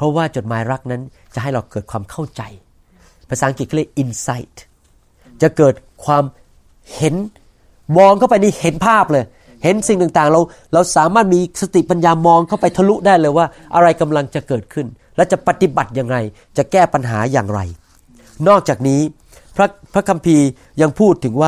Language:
Thai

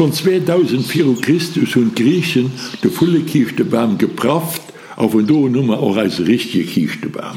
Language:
Luxembourgish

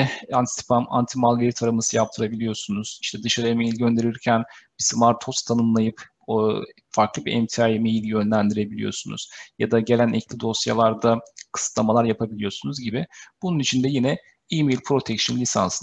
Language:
Turkish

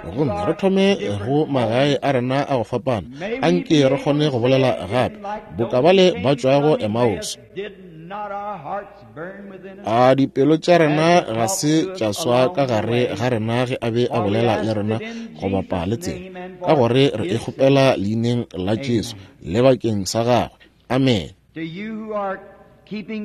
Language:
Northern Sotho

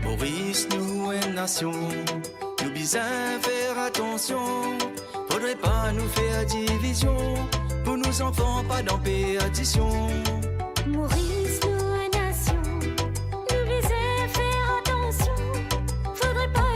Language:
Morisyen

